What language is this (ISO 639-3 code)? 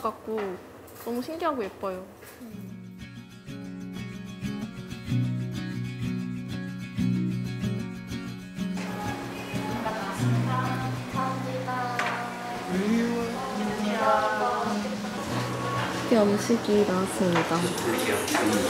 kor